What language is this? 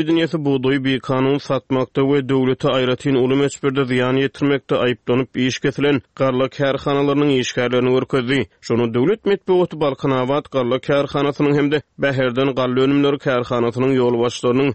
Turkmen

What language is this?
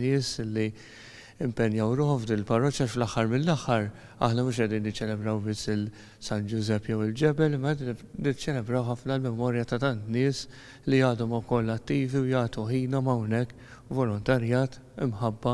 Maltese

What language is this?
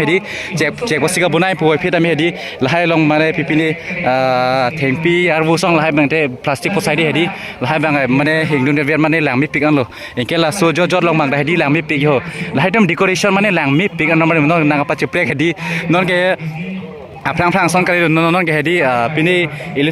Karbi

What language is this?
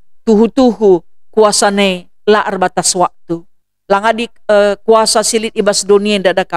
Batak Karo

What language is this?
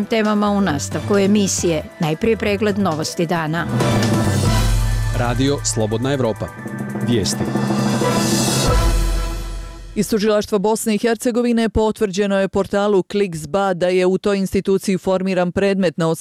Bosnian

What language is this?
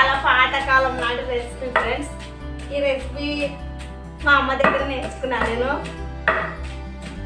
Telugu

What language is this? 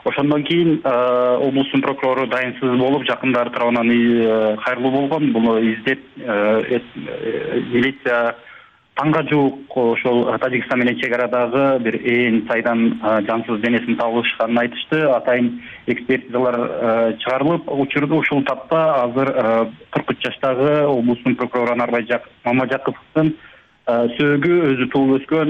Kyrgyz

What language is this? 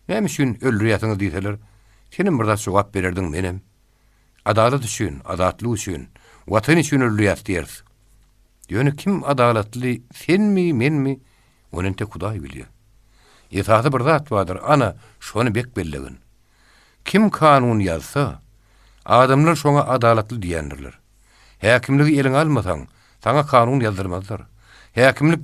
Turkmen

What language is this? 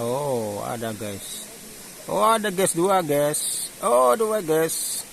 Achinese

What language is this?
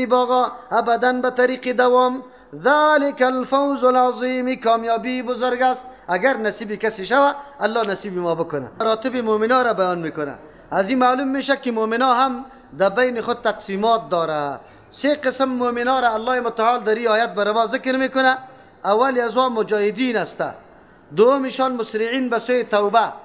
Persian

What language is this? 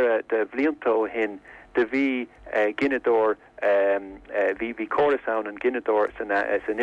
Irish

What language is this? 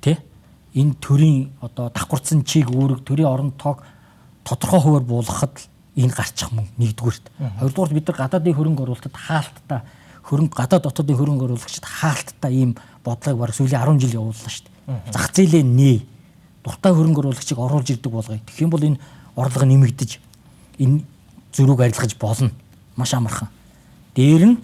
Mongolian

